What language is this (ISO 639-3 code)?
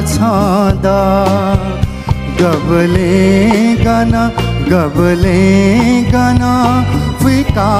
new